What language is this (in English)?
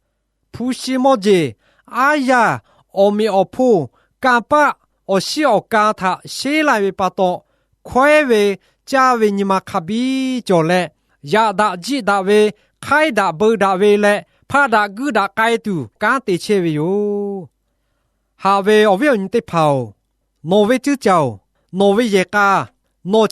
Lahu